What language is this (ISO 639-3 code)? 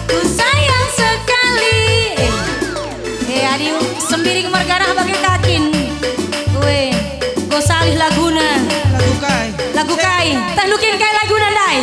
btx